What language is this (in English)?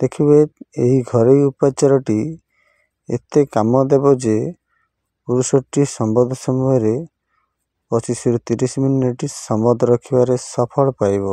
Odia